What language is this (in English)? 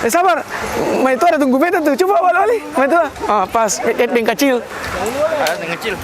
Ambonese Malay